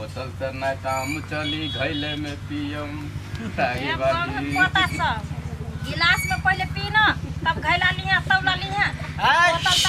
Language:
Maithili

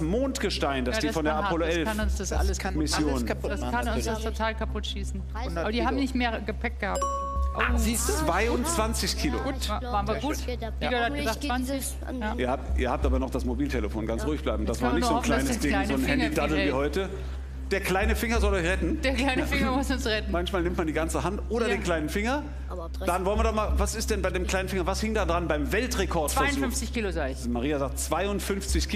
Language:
German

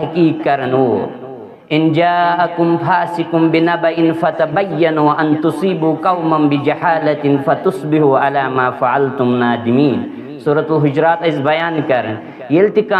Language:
Kashmiri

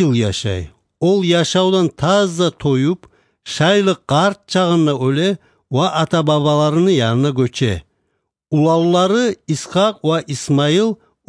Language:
Kumyk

